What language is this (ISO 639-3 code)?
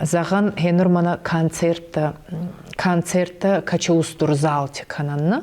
oss